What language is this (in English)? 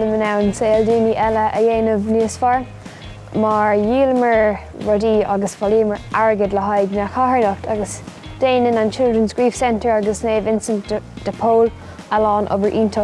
Irish